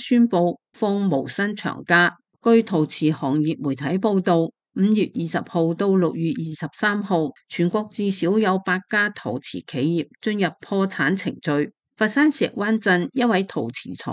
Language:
Cantonese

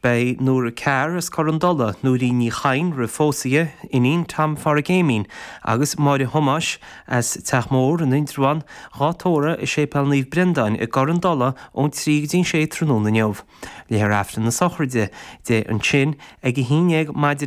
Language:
Irish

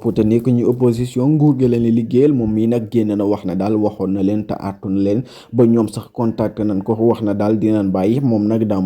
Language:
Wolof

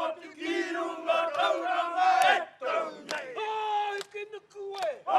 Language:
Māori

